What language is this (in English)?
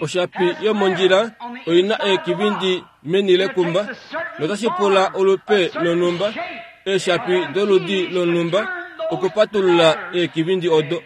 Kuanyama